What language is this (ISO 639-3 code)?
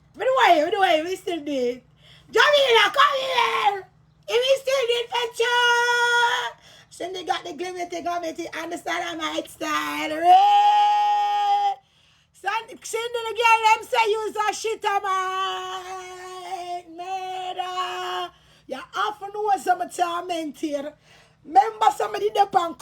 jam